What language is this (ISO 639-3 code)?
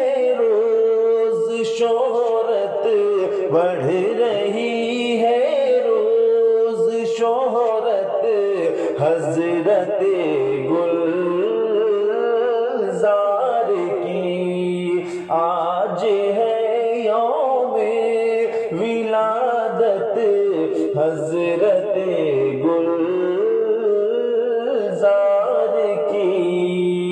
urd